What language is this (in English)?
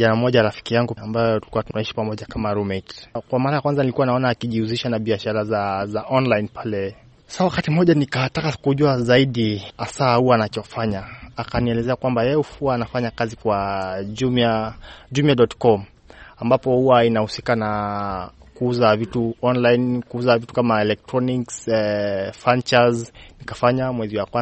Swahili